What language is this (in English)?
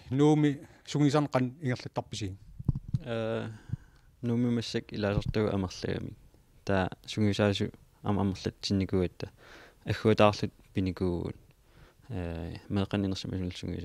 Kalaallisut